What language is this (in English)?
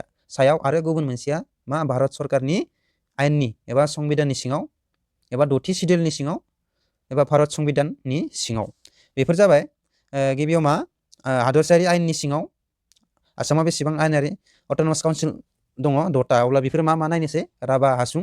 Bodo